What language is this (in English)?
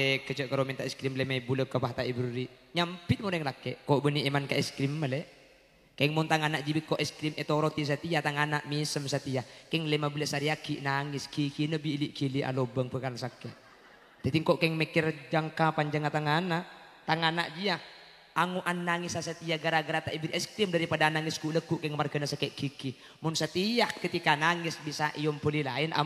Madurese